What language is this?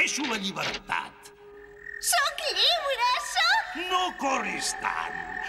Catalan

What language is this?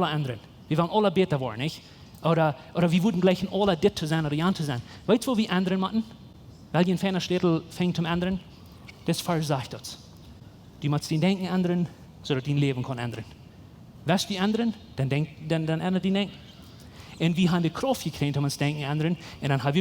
Plautdietsch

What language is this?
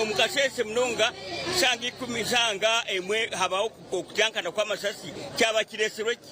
Nyankole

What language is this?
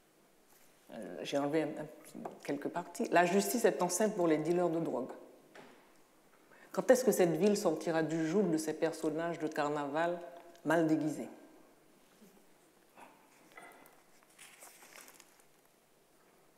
French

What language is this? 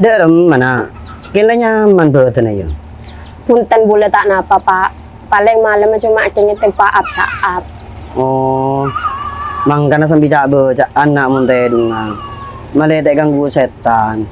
Madurese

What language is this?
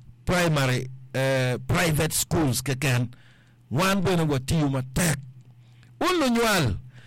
Acoli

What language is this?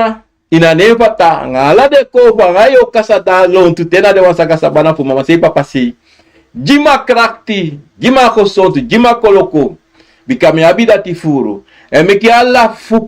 Sranan Tongo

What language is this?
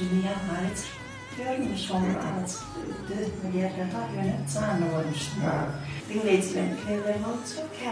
Turkmen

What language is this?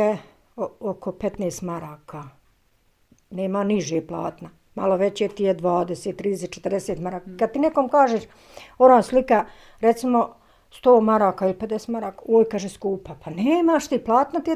Bosnian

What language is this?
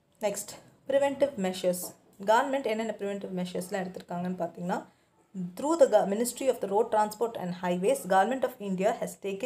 Tamil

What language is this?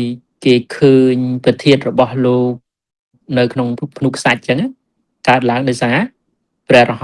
Khmer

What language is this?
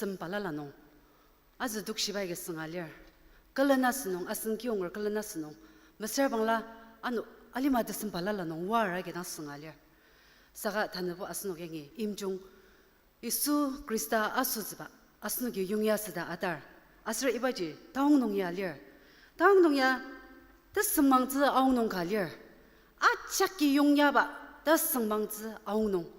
Ao Naga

